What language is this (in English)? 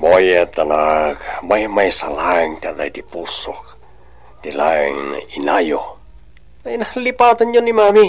Iloko